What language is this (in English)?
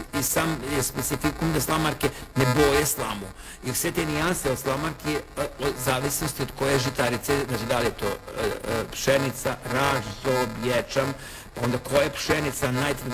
Serbian